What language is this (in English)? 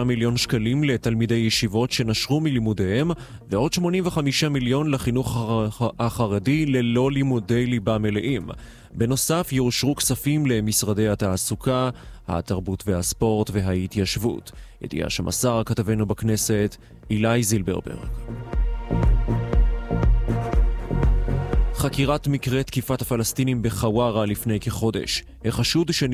Hebrew